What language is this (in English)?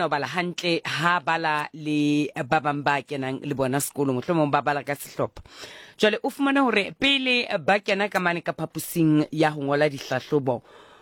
Southern Sotho